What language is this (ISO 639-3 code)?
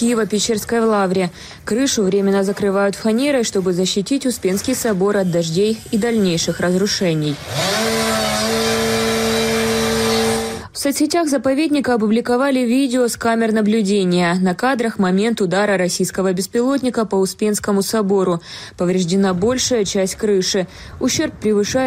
rus